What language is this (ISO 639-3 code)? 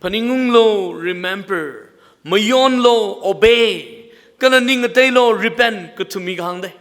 nmf